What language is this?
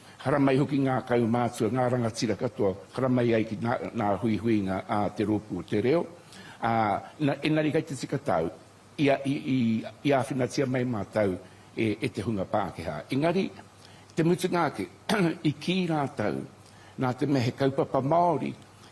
Māori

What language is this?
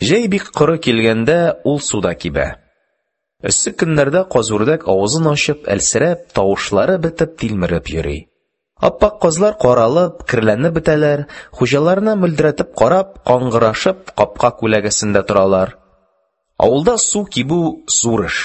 Tatar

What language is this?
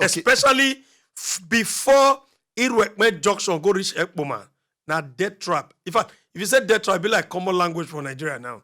Nigerian Pidgin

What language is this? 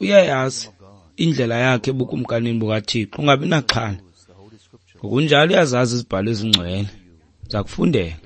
Xhosa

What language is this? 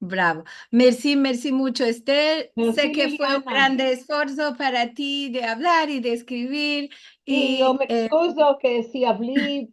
Ladino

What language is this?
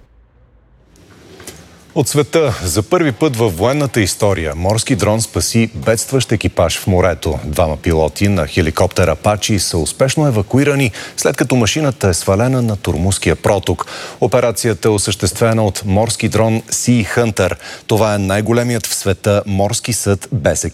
Bulgarian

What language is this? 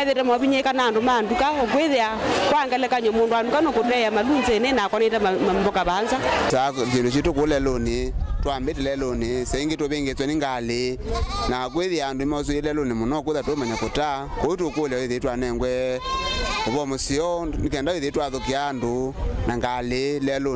Kamba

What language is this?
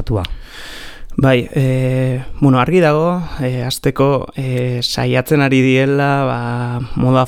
Basque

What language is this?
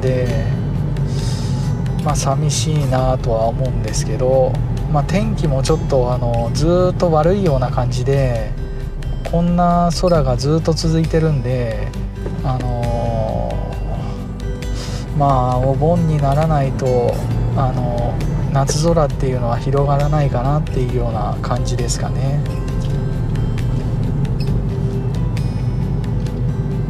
Japanese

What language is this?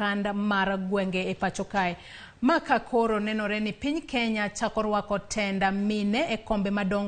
Luo (Kenya and Tanzania)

